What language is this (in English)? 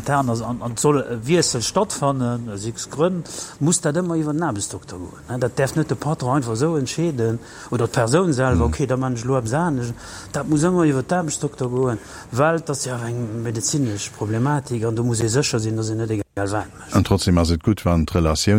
Luxembourgish